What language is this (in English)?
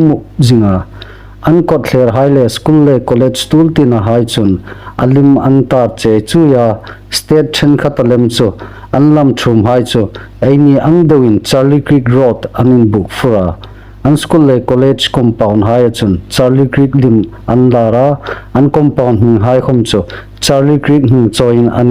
Hmar